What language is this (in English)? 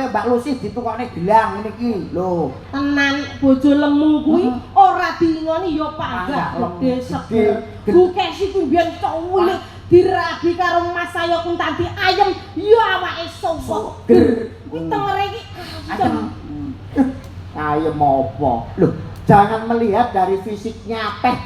Javanese